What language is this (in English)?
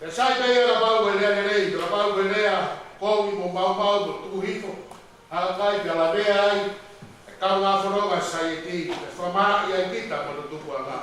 Tongan